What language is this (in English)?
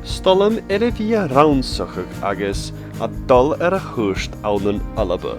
Scottish Gaelic